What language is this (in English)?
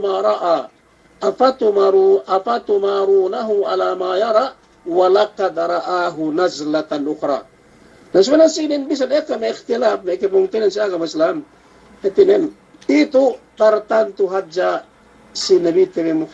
Yakan